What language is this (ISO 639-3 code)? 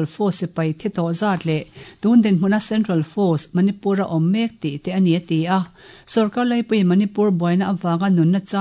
lus